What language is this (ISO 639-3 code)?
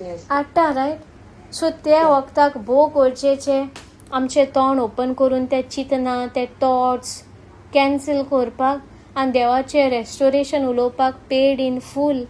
kok